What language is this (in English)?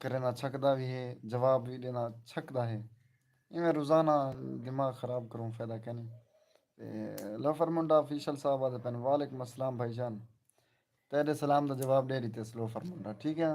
Saraiki